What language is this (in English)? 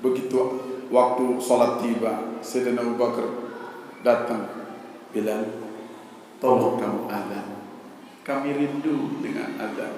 Sasak